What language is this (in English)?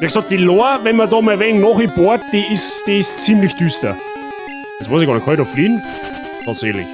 Bavarian